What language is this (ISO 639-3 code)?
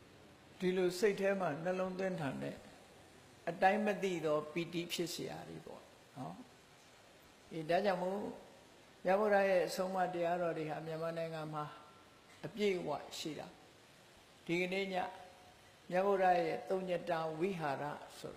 mya